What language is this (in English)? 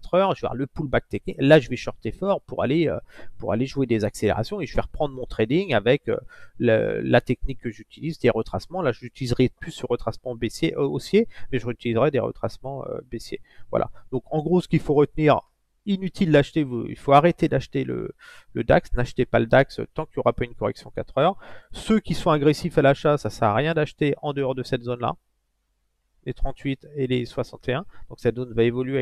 French